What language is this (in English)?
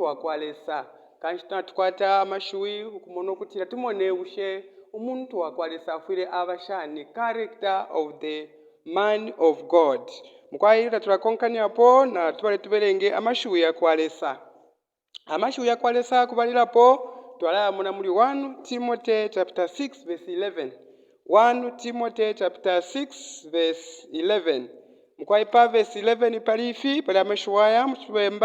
Bemba